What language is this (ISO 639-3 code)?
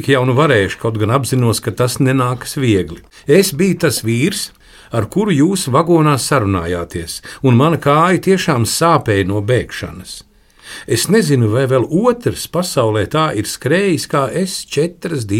lav